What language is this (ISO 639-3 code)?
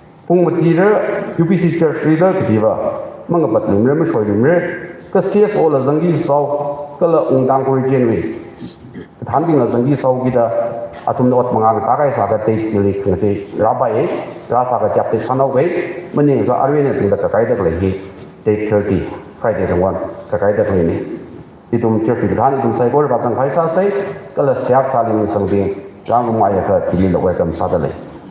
nmf